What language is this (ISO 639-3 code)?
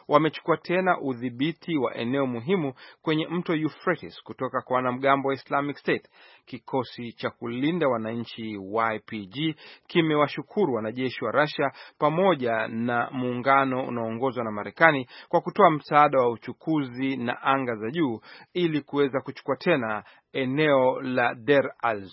swa